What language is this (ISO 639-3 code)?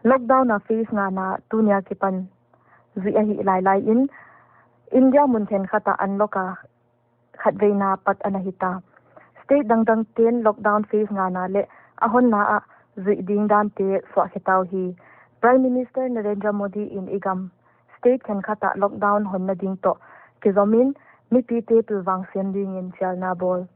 pck